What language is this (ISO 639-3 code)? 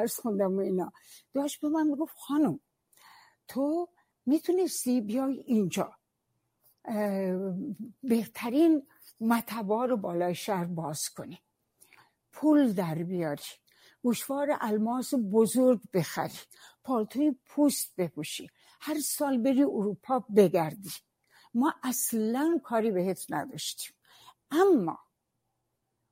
fas